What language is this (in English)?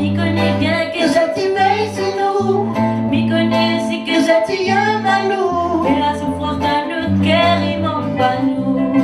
Réunion Creole French